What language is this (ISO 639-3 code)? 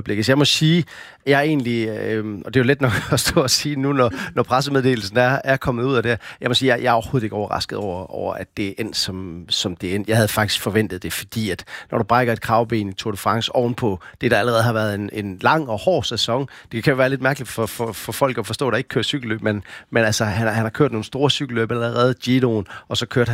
dan